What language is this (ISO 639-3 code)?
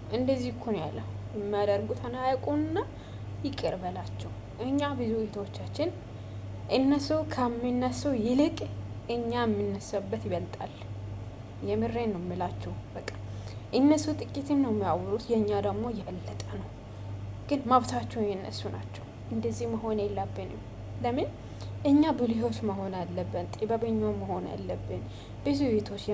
amh